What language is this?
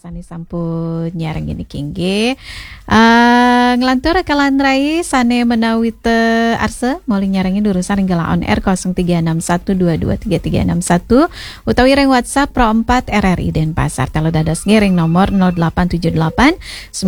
Balinese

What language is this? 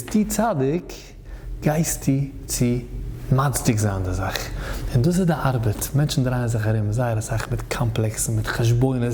Yiddish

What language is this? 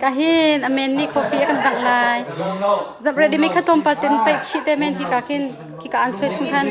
Hakha Chin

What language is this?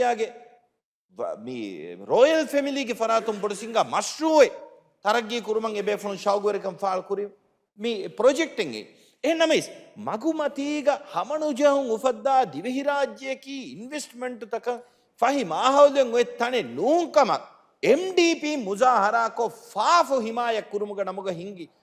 Divehi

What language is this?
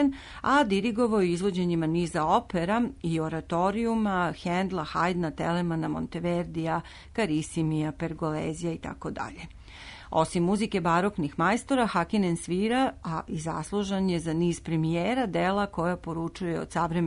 Serbian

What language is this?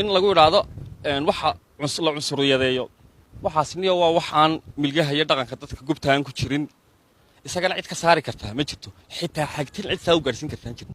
Somali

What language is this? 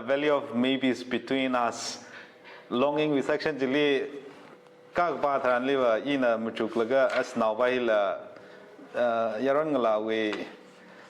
Tangkhul Naga (India)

